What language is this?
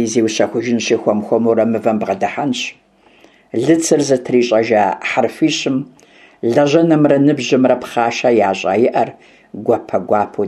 Kabardian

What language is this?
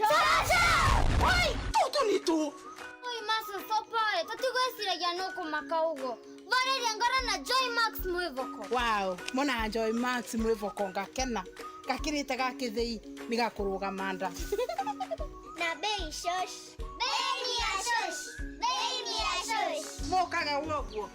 Meru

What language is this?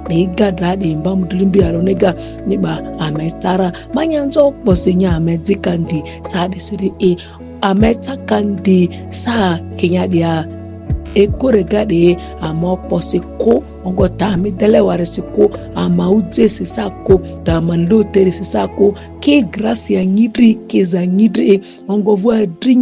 Ma'di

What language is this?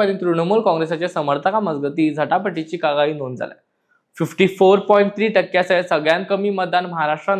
Konkani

